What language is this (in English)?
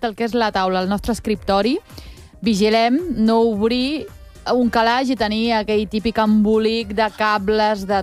Catalan